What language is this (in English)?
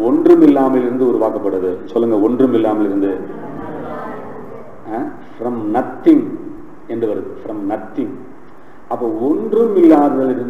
Tamil